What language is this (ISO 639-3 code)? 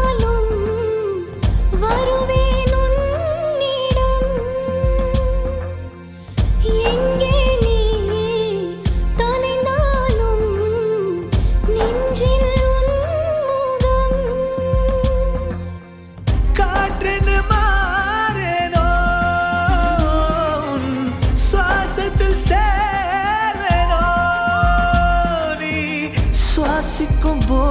tam